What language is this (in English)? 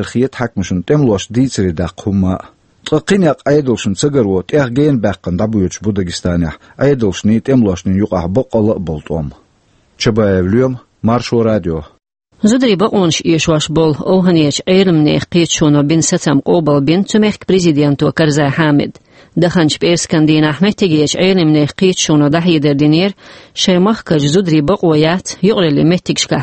Chechen